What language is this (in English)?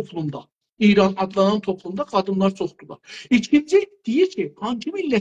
South Azerbaijani